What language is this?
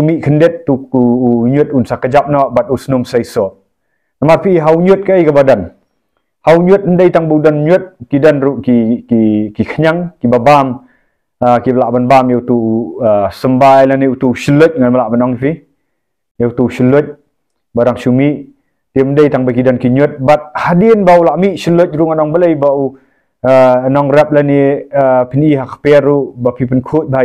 Khasi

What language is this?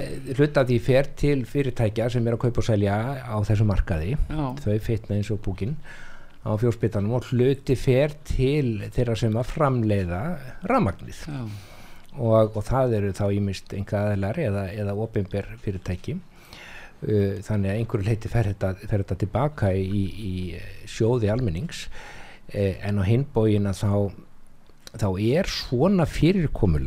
Icelandic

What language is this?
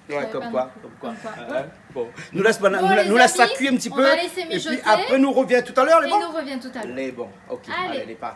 Réunion Creole French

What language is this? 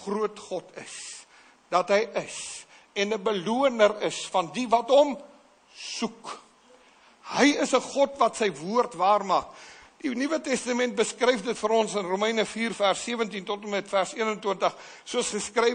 Afrikaans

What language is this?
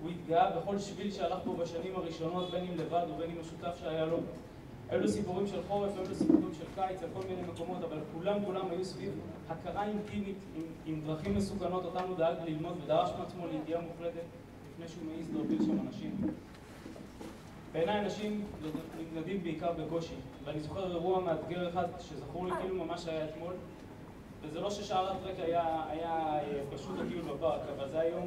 Hebrew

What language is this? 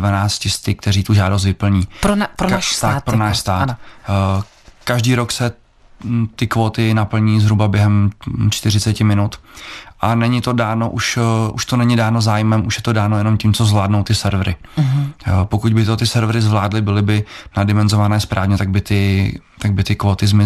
Czech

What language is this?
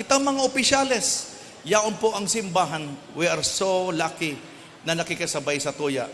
Bikol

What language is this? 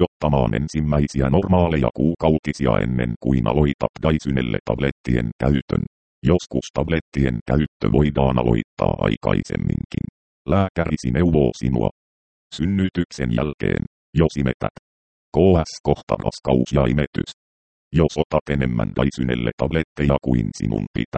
Finnish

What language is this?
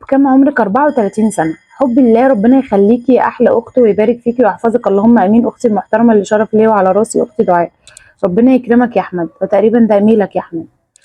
Egyptian Arabic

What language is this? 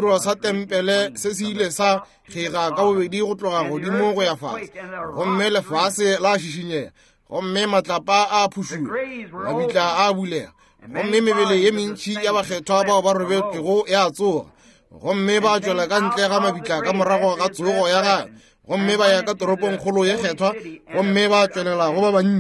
Northern Sotho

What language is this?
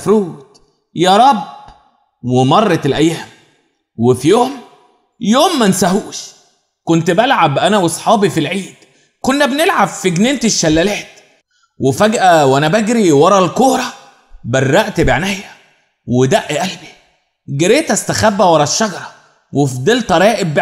Egyptian Arabic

